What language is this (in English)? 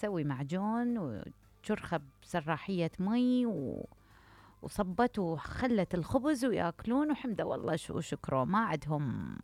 Mesopotamian Arabic